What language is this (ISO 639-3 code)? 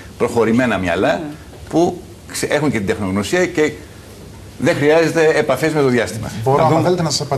ell